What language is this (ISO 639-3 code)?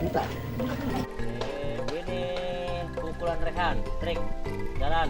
bew